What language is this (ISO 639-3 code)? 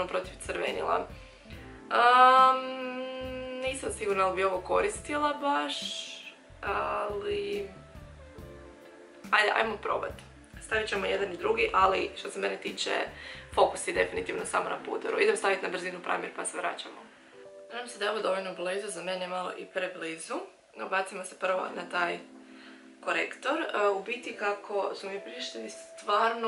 hrv